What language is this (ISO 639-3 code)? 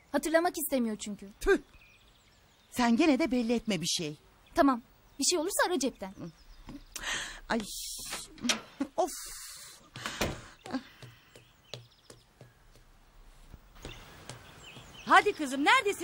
tur